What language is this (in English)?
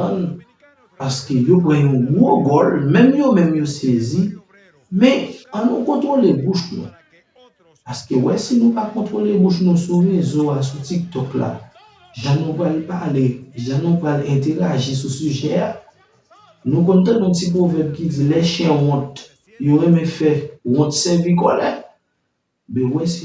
Haitian Creole